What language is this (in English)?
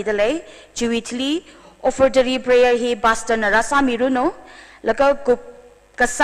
Tangkhul Naga (India)